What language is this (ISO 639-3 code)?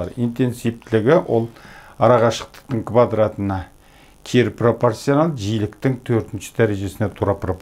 kaz